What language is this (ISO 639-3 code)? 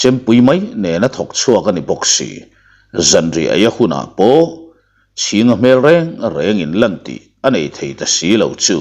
lus